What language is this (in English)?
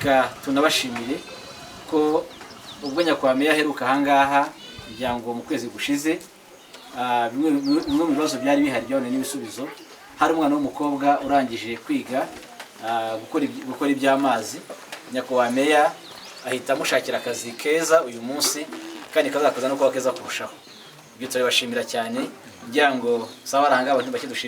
Kinyarwanda